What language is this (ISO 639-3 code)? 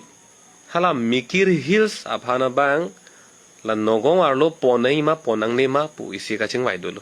mjw